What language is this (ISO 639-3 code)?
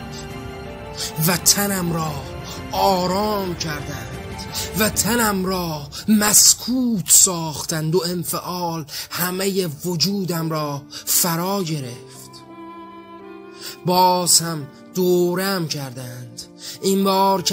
fas